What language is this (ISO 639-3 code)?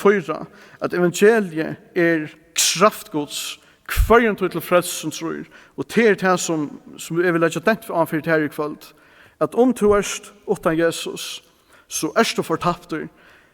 fao